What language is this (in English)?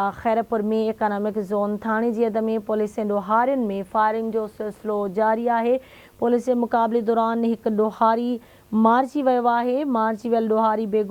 Sindhi